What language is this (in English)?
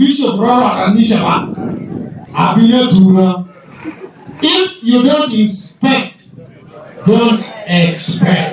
Lango (Uganda)